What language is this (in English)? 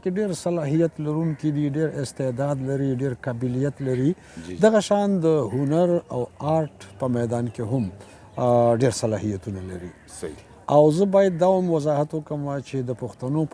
Pashto